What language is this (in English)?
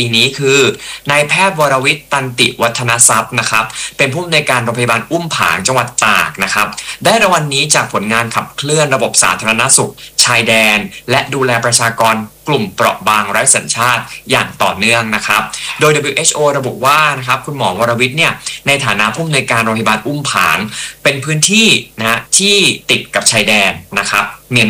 Thai